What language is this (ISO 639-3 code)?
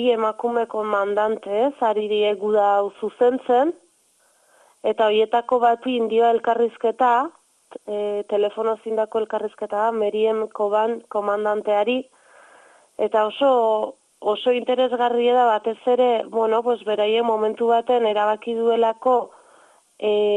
eus